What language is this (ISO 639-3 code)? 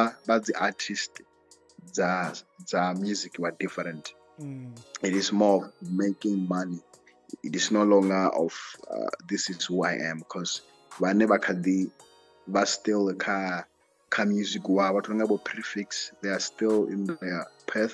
ven